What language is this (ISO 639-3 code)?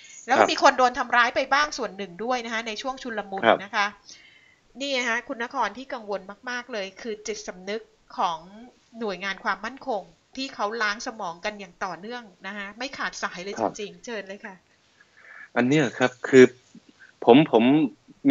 tha